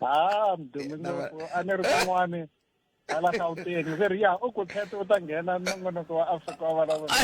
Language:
Tsonga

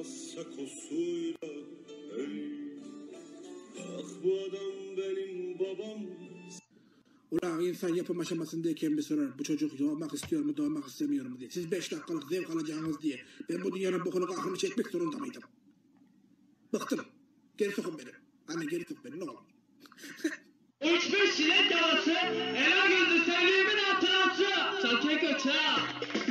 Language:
Turkish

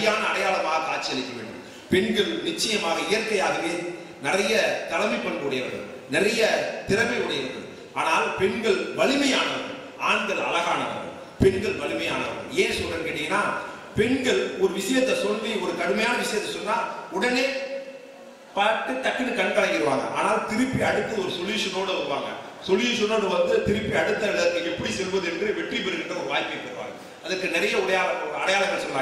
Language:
Tamil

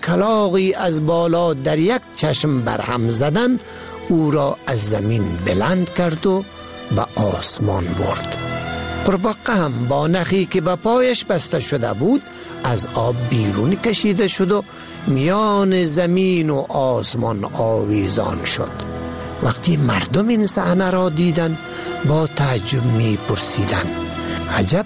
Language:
Persian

